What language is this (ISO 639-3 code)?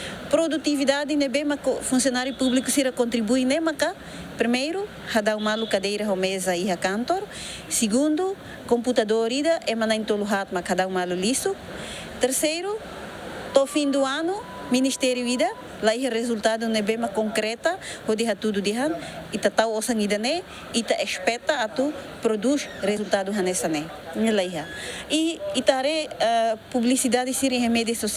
tet